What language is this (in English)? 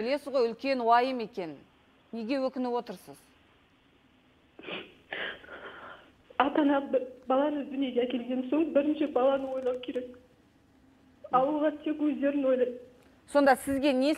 Kazakh